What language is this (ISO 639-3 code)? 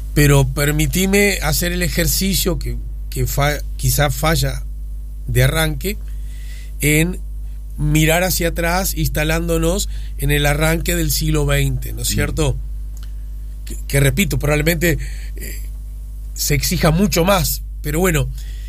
spa